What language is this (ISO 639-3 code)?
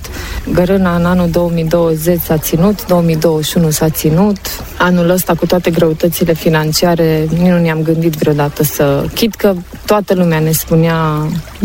ron